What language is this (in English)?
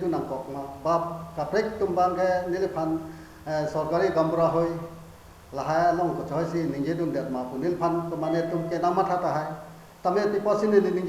Karbi